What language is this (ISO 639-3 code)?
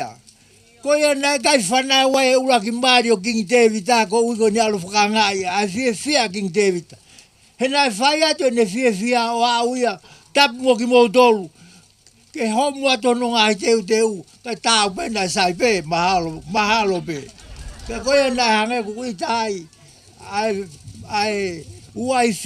ton